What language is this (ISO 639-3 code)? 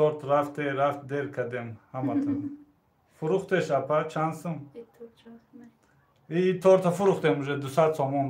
tgk